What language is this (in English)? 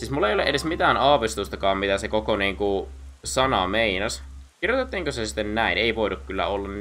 Finnish